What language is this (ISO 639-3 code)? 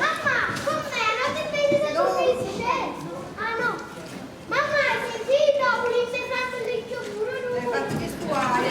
nap